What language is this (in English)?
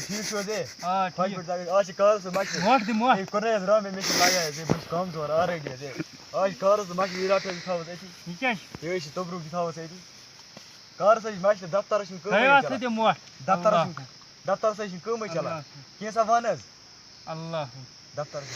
Kashmiri